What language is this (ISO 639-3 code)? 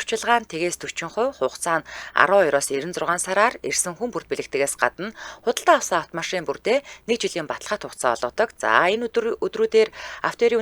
mon